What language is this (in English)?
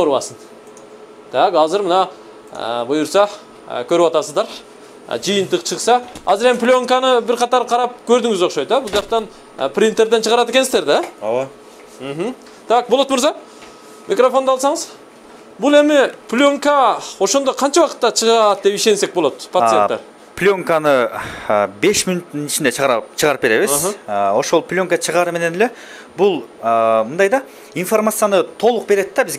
Kyrgyz